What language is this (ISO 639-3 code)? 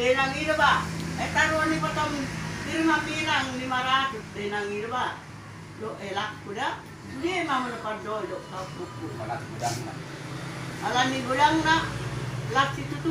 bbc